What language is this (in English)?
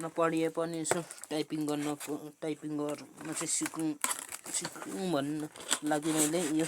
Nepali